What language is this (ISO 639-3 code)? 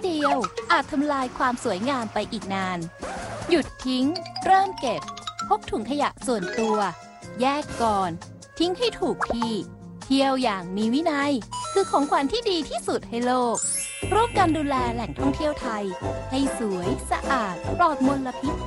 tha